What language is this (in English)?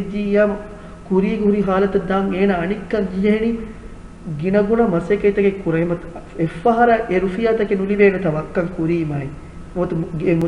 Divehi